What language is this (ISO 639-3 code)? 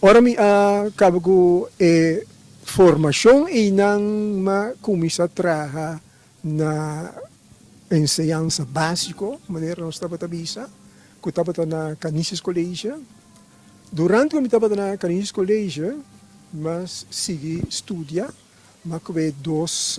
pap